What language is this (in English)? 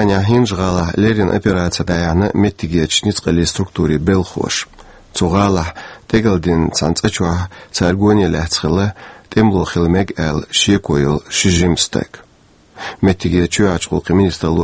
Chechen